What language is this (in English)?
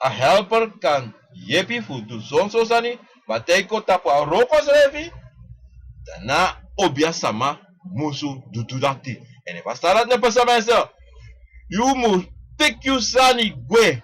Sranan Tongo